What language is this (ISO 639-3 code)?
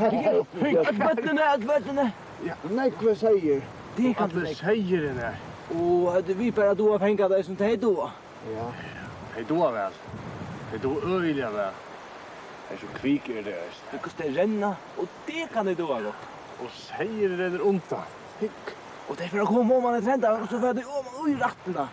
fao